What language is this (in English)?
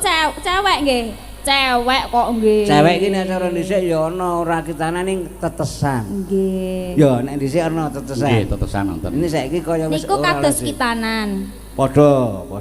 Javanese